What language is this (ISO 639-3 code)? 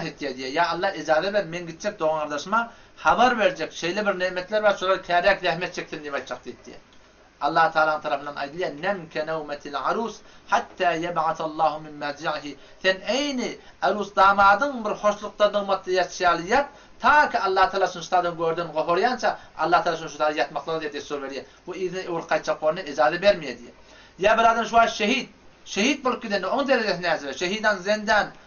tuk